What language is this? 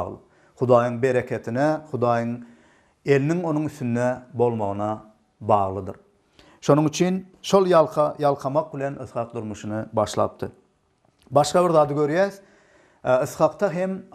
Turkmen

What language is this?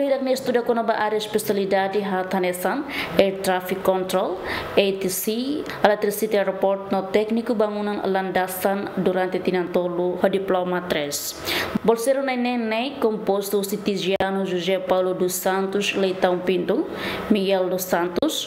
Tetum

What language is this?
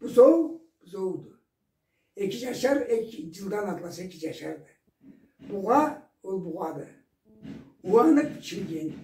Karachay-Balkar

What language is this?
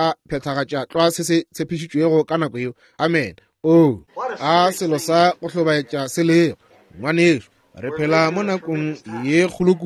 Northern Sotho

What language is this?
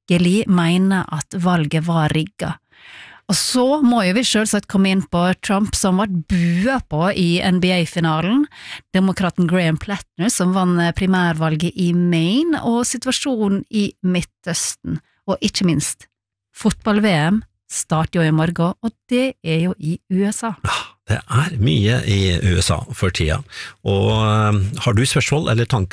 Norwegian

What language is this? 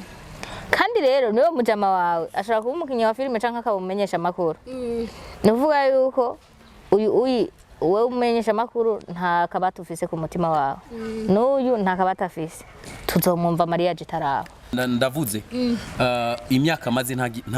Rundi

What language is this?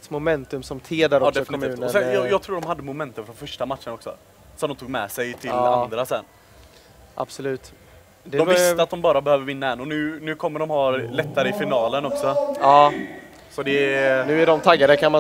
Swedish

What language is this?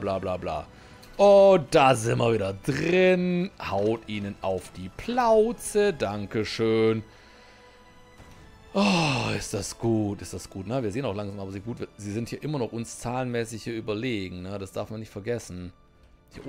German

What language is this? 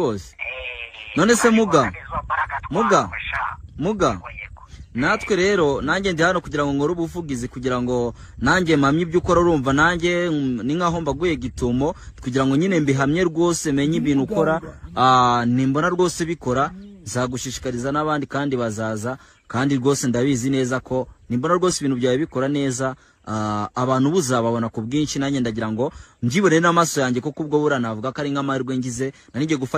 Kinyarwanda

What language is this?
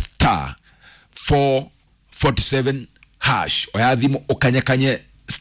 Kikuyu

